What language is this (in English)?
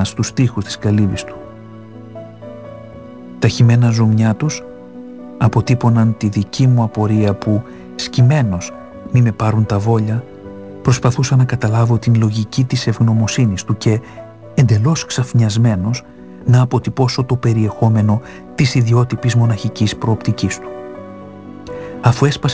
Greek